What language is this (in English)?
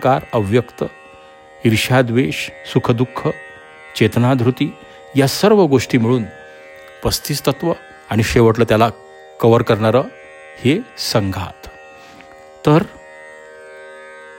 Marathi